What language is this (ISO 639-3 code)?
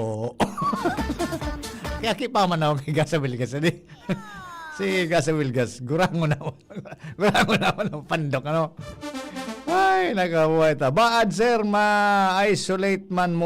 bik